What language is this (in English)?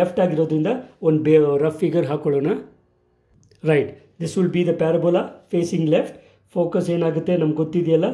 Kannada